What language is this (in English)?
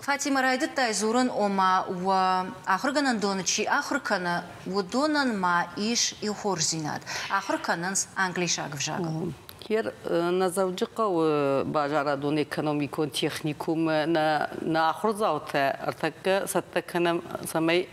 Ossetic